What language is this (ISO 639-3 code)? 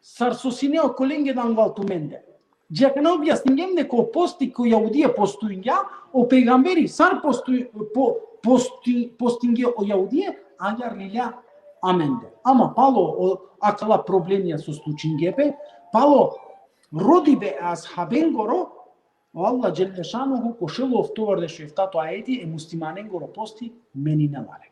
rmn